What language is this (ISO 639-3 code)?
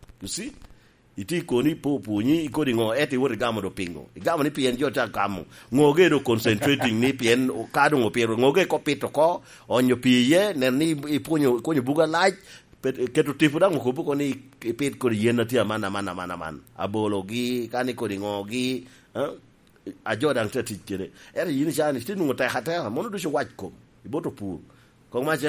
laj